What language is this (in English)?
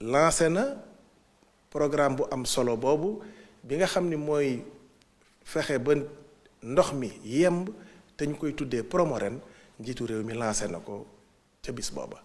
Wolof